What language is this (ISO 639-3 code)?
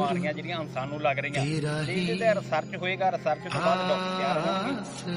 pan